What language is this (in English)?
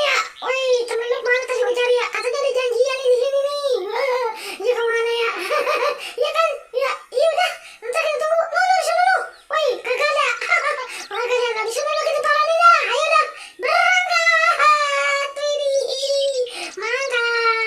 Betawi